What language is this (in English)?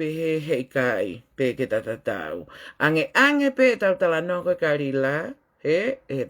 Tongan